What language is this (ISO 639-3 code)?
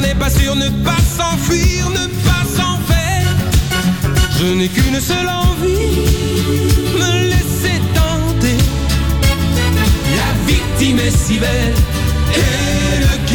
fra